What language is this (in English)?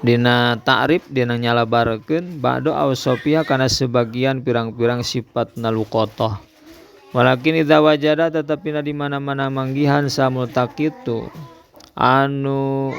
Sundanese